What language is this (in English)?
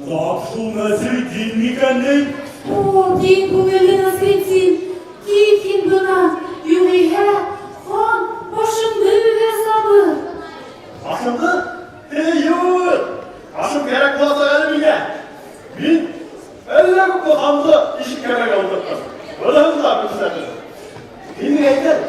Bashkir